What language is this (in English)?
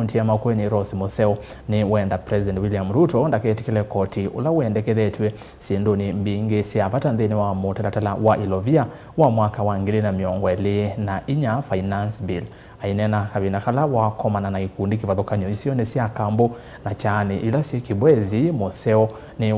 Kamba